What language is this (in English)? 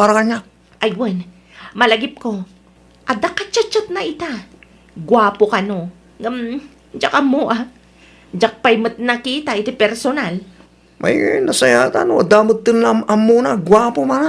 Iloko